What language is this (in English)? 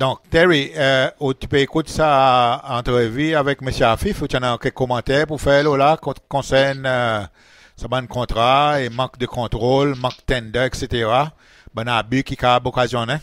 Seselwa Creole French